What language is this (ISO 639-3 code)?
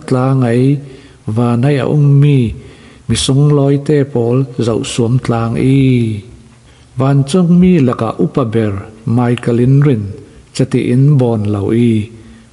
cfm